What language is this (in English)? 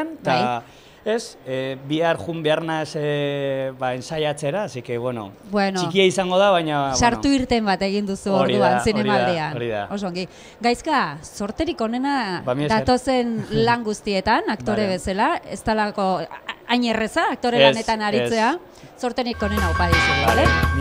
Basque